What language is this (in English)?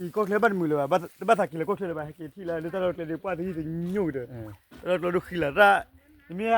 S'gaw Karen